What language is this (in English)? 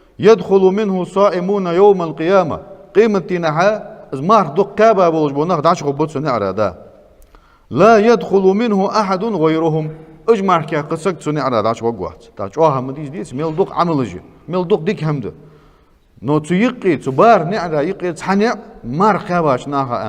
Ingush